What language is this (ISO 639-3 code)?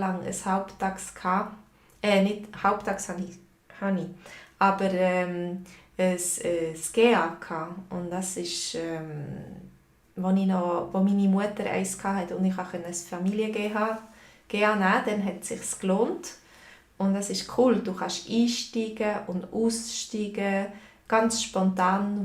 gsw